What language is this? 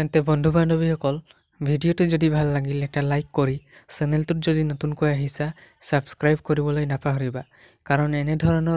Assamese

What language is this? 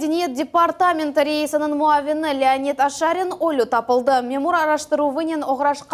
Crimean Tatar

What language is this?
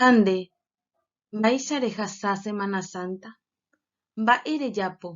Guarani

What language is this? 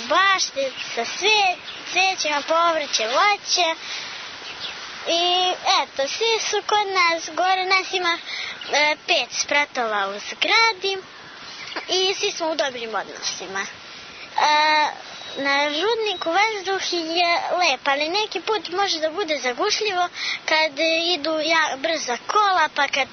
Serbian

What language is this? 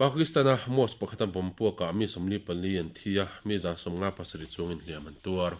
Mizo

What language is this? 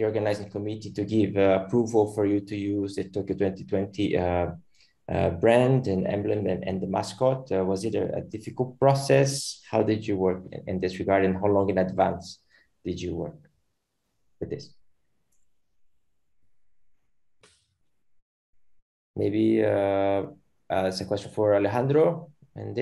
English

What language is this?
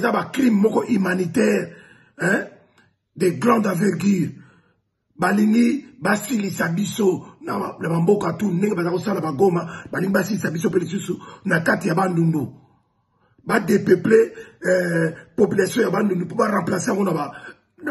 Lingala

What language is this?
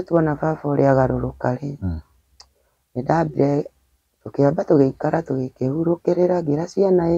Kikuyu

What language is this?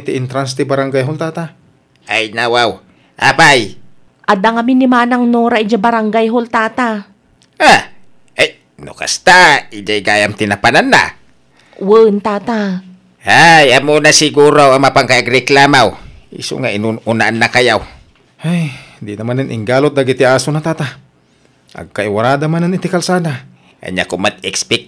Iloko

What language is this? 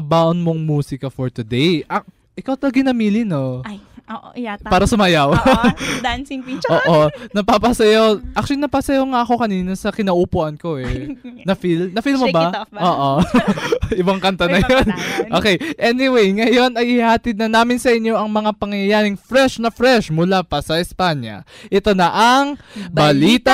Filipino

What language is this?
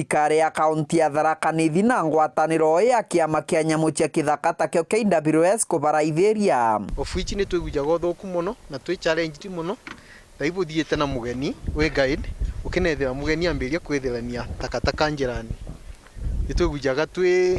Meru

